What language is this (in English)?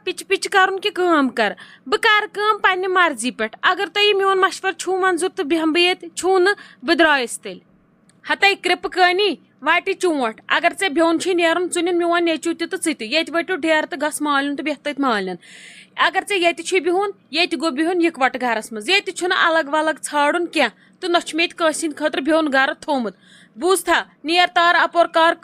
Kashmiri